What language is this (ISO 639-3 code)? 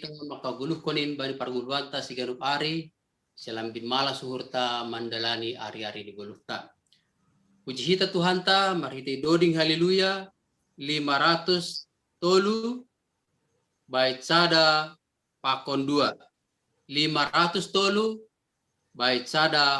bts